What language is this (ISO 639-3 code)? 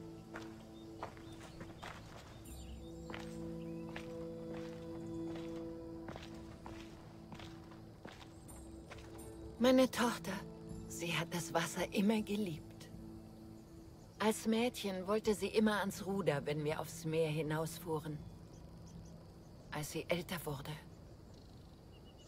deu